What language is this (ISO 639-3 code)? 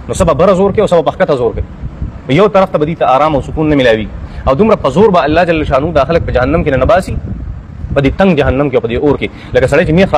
pus